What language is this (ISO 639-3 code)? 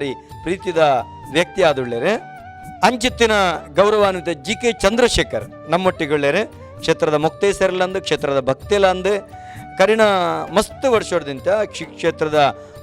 tcy